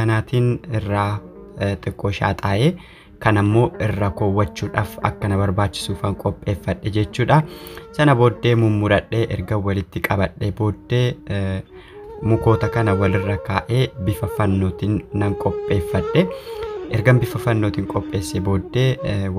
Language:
Oromo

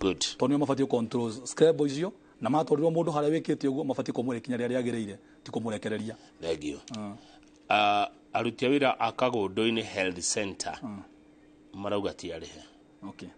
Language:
Kikuyu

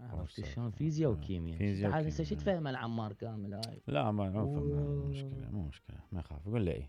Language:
Mesopotamian Arabic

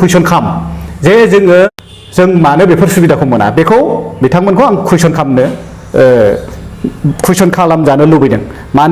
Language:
Bodo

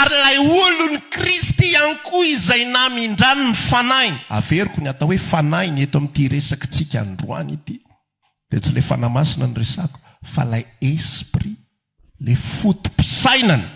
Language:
Malagasy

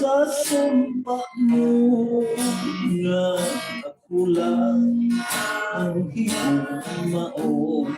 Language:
Hiligaynon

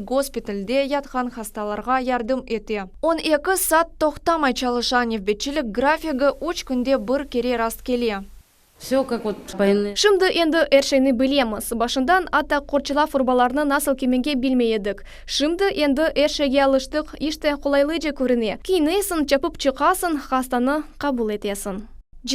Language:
Crimean Tatar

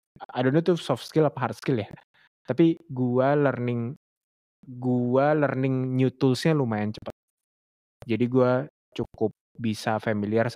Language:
Indonesian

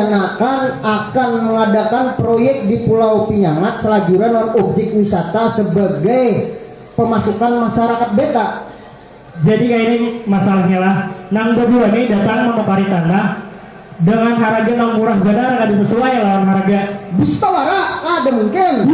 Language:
Banjar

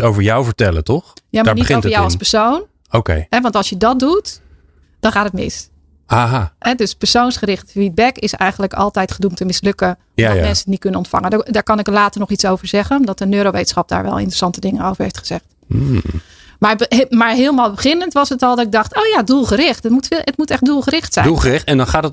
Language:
Dutch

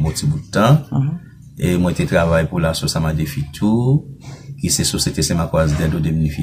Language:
Haitian Creole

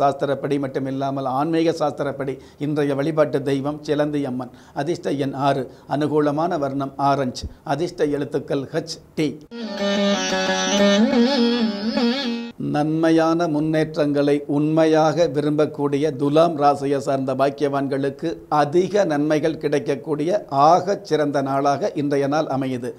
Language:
Tamil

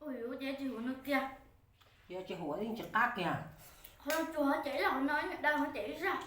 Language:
Hmong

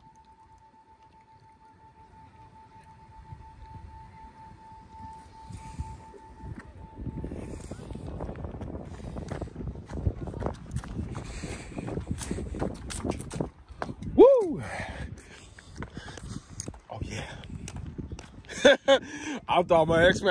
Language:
English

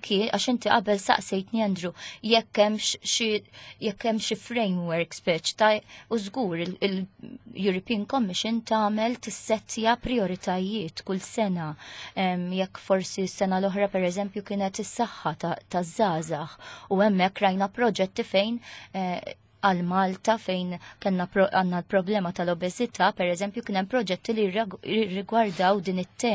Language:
Maltese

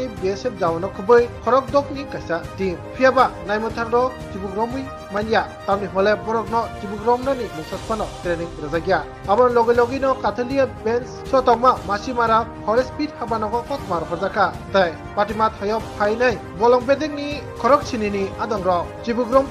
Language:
Kok Borok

